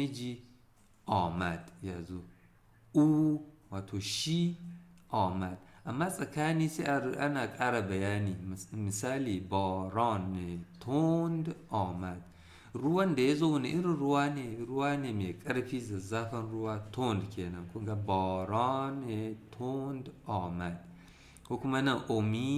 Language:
Hausa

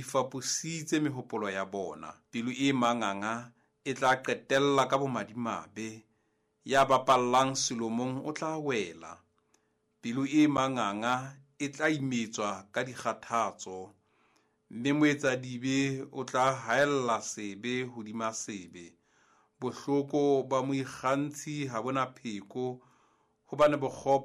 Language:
Southern Sotho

